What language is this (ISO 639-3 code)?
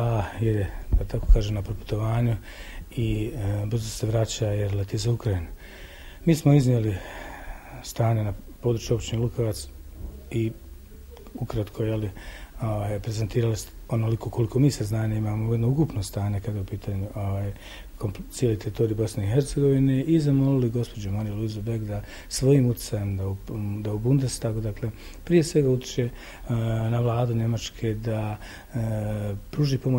bos